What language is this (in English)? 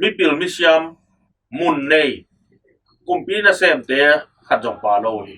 Tedim Chin